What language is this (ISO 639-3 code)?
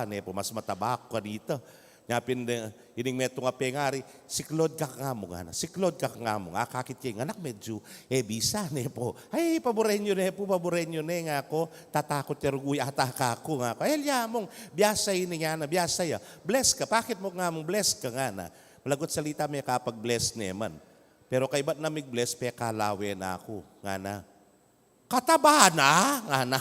pam